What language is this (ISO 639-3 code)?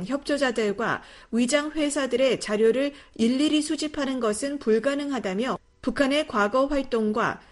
kor